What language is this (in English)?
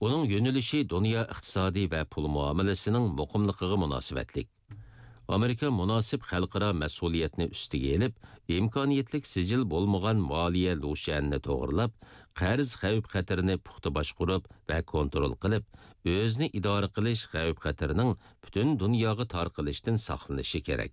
Uyghur